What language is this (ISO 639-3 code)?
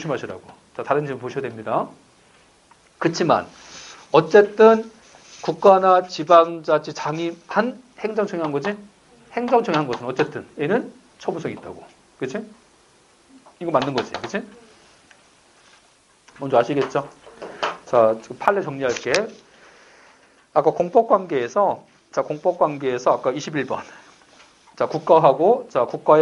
kor